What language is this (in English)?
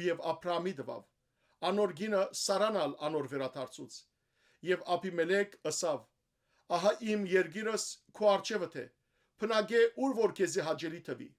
Western Armenian